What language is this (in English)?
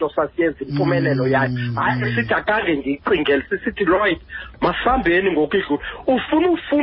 Xhosa